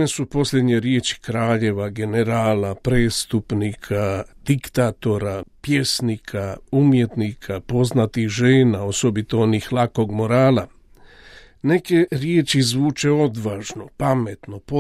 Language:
Croatian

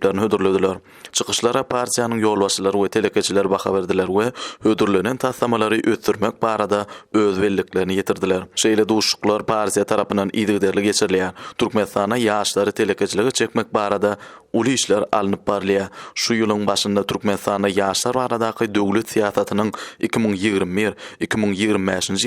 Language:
Turkmen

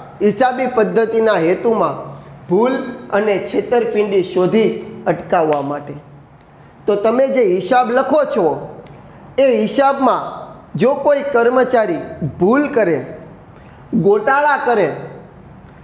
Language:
Gujarati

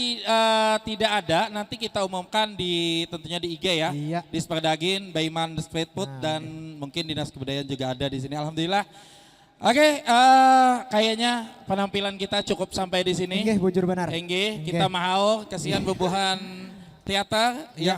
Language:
Banjar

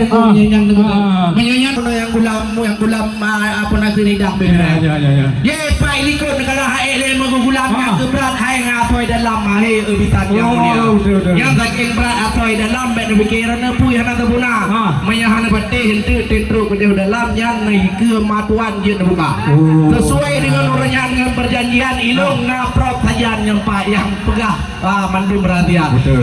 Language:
Achinese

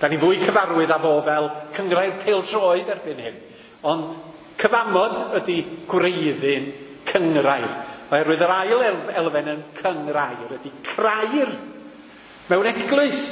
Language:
Welsh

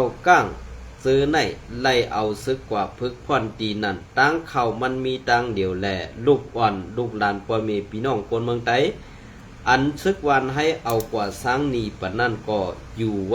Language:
Shan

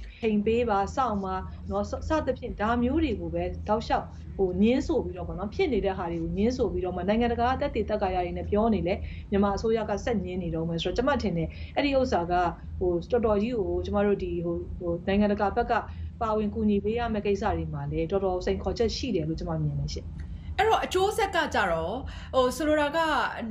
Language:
Burmese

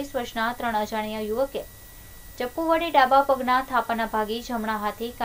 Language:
Gujarati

